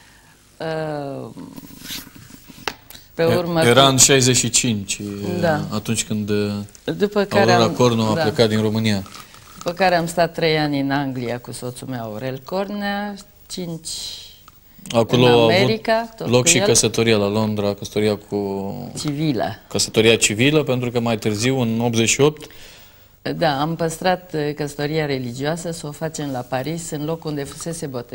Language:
Romanian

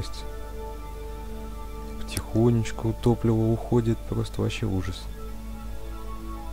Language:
Russian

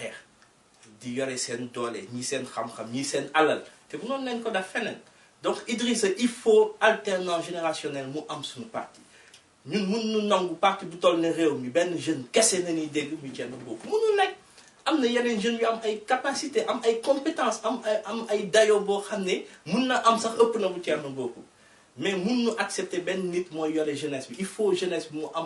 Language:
Wolof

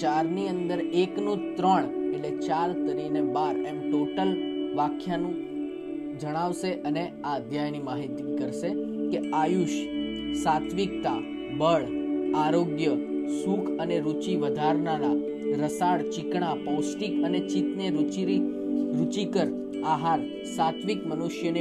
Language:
Gujarati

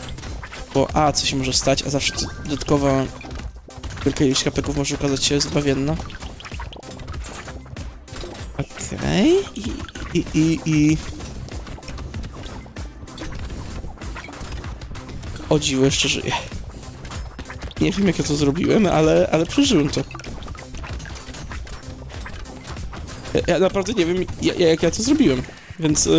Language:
Polish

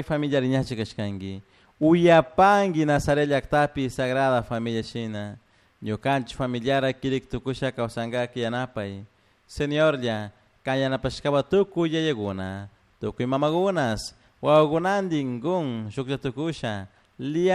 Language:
Chimborazo Highland Quichua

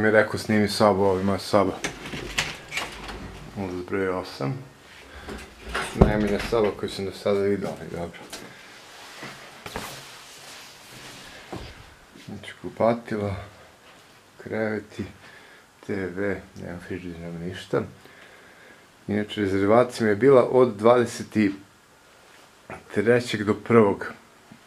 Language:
Serbian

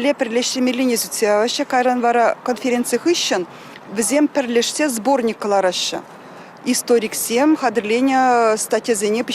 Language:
Chuvash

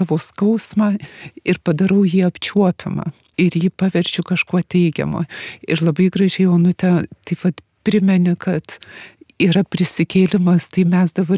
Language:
Lithuanian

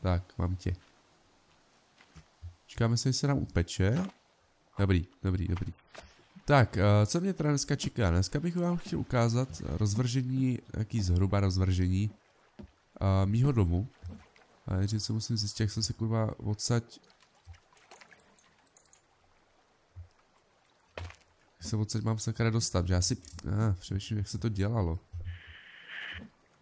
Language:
Czech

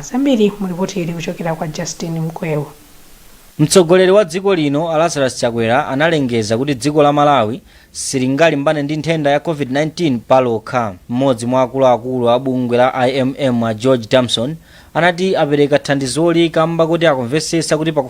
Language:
Nyanja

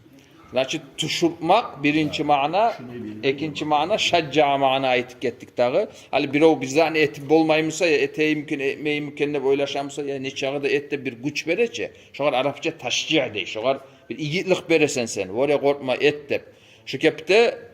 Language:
Kumyk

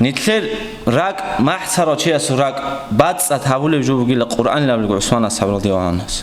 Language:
Avaric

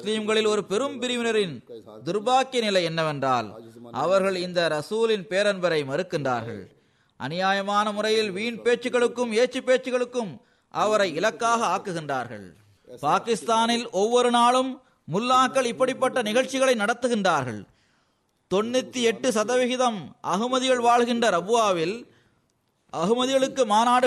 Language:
Tamil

